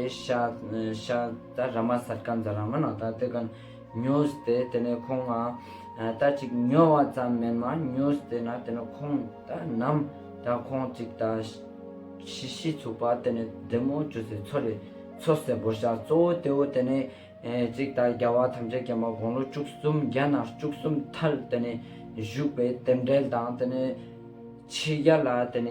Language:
Ladakhi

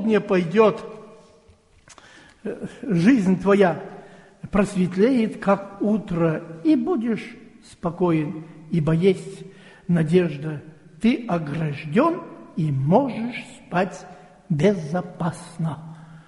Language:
Russian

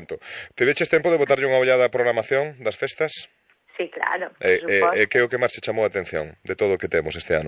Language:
Galician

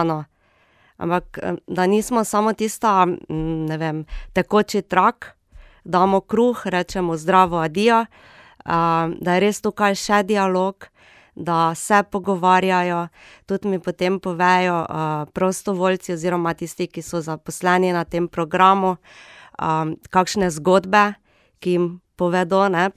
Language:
Slovenian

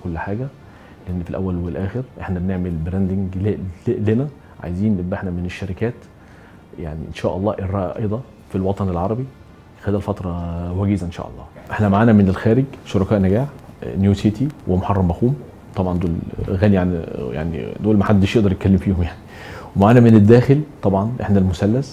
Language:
Egyptian Arabic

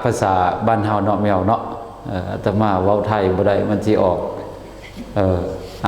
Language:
Lao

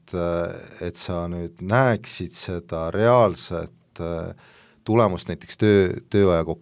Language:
Estonian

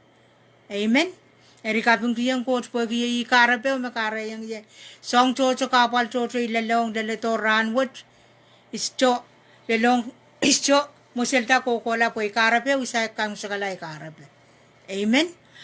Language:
Pohnpeian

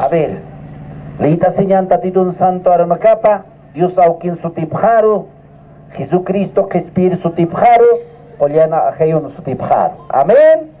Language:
Aymara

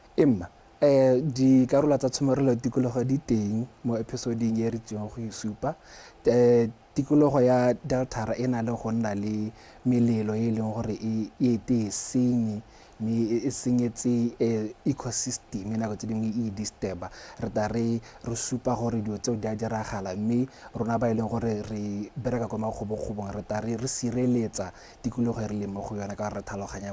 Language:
Tswana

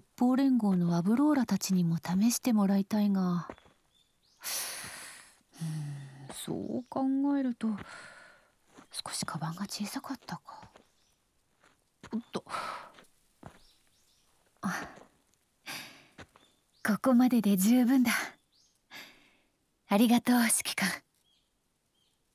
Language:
Japanese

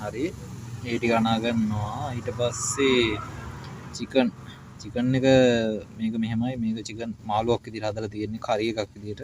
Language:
Sinhala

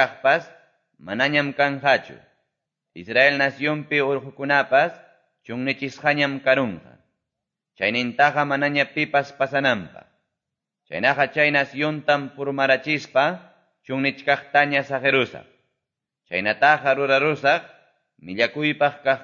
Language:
Quechua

